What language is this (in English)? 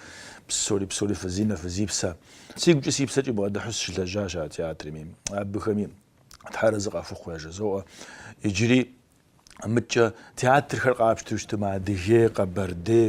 Kabardian